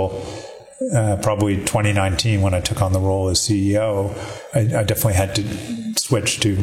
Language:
English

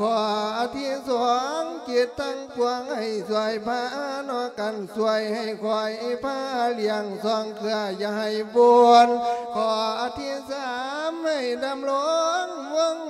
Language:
Lao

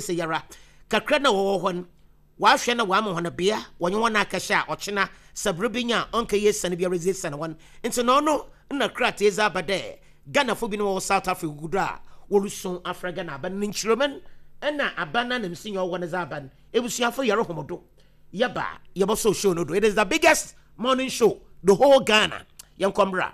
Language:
Akan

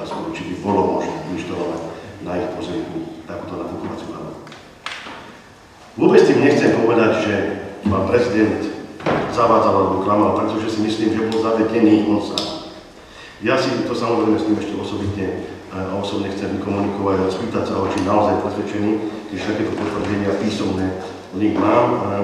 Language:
Slovak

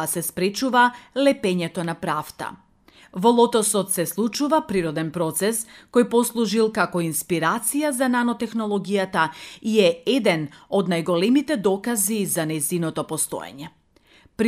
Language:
Macedonian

